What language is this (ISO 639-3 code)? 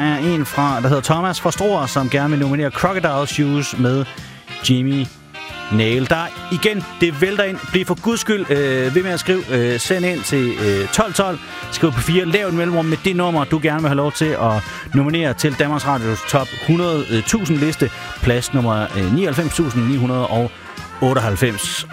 dan